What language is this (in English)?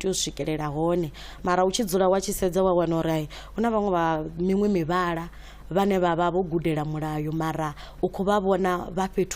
Venda